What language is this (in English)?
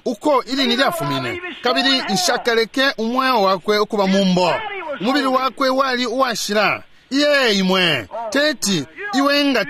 Bemba